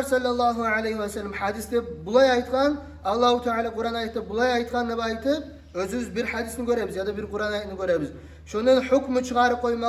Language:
Kumyk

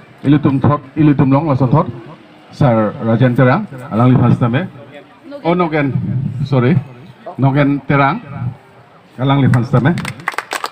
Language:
Karbi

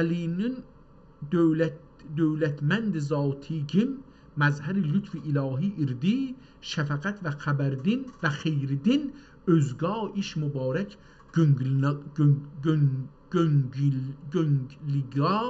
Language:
South Azerbaijani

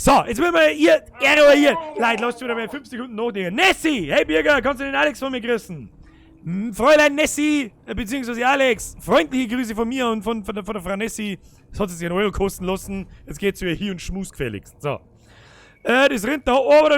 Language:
Bavarian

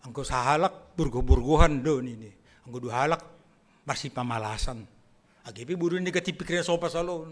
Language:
Batak Simalungun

